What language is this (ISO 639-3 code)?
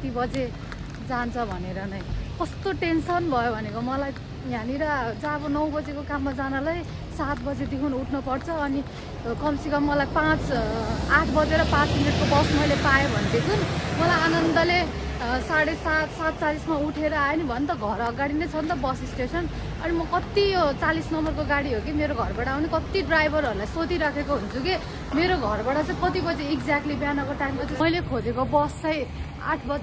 nep